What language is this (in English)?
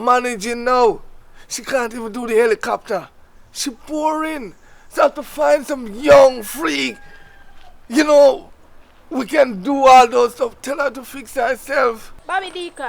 Jamaican Creole English